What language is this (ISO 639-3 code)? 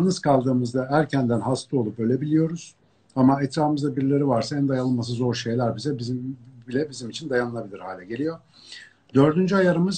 tur